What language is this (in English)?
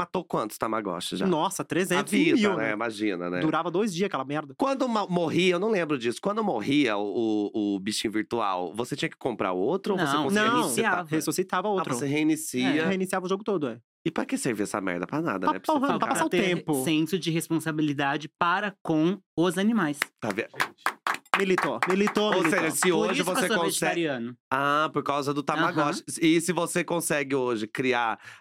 Portuguese